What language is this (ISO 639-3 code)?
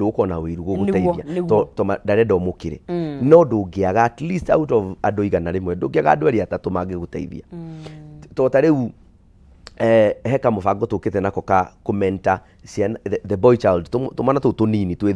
kik